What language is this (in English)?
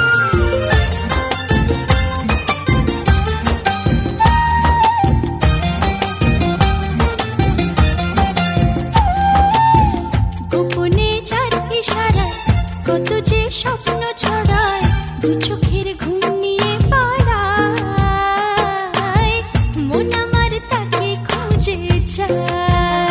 Bangla